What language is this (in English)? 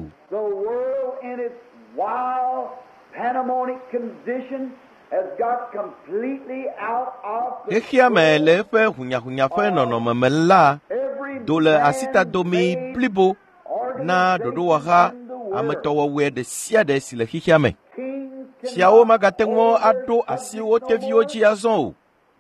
Ewe